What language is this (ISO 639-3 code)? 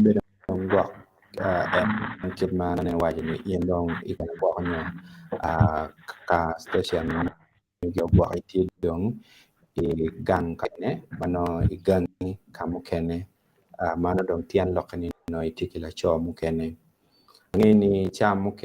ach